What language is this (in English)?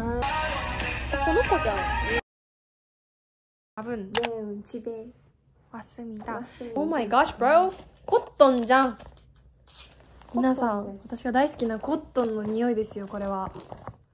Japanese